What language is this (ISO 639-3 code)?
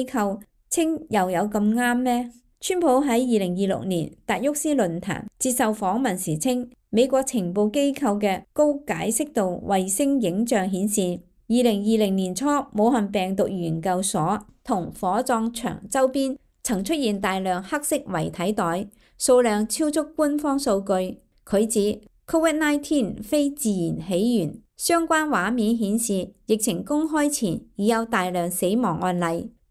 yue